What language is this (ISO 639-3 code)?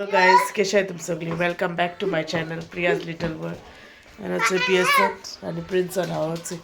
kok